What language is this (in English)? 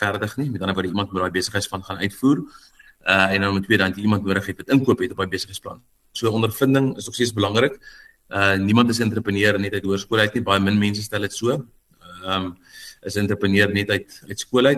Afrikaans